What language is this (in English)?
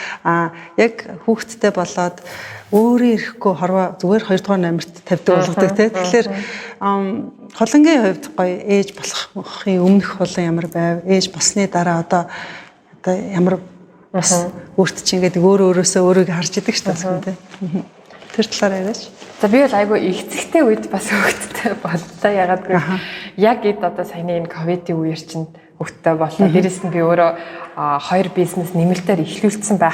Mongolian